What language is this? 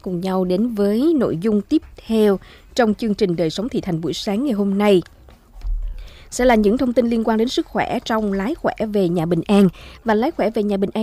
Vietnamese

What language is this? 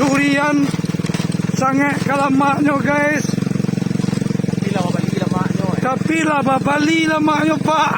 Minangkabau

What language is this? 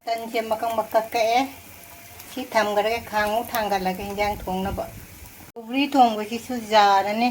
Manipuri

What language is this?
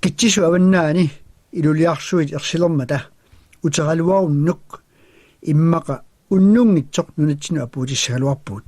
Kalaallisut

